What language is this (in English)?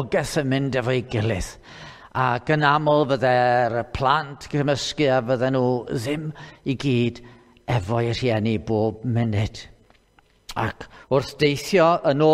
Welsh